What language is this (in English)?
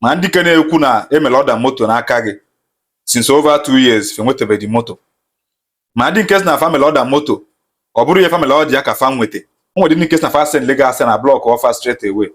Igbo